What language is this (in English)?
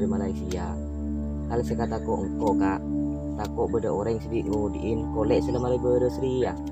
Madurese